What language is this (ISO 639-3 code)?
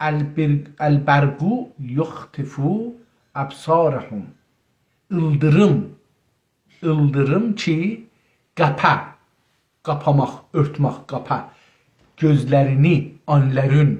azb